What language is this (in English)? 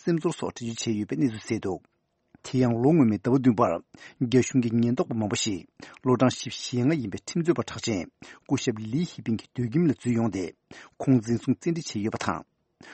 Tibetan